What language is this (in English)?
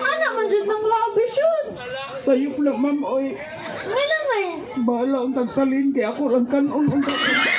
Cebuano